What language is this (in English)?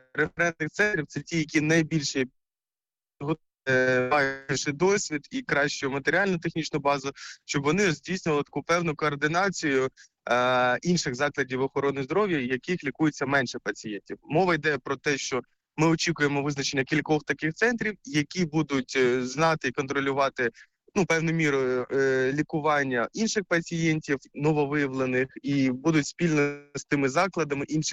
Ukrainian